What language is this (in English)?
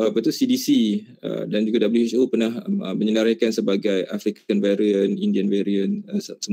Malay